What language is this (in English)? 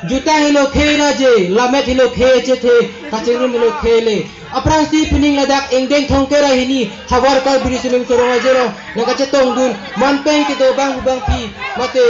Karbi